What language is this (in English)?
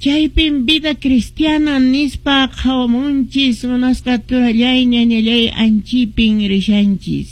Quechua